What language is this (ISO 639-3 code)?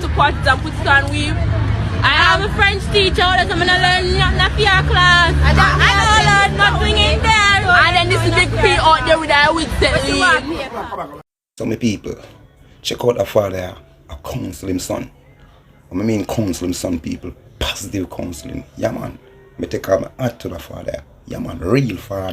jam